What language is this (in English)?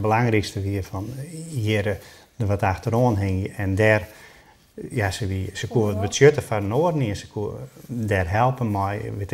Western Frisian